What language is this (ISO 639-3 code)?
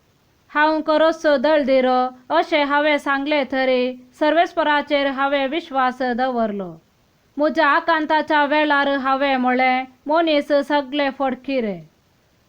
kok